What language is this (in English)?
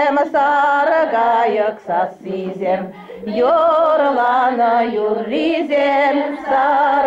Chuvash